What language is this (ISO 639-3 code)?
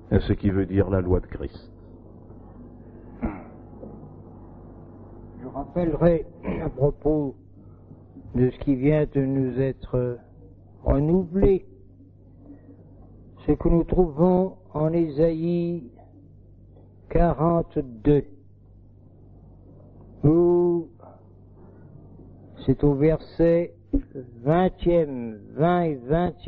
fra